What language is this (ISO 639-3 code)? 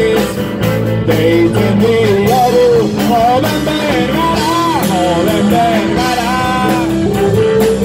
eus